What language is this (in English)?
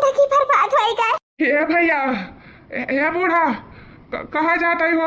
Awadhi